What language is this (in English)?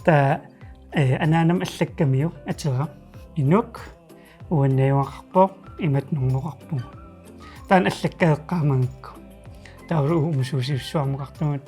Kalaallisut